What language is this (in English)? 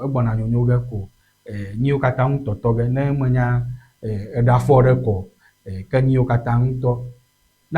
Ewe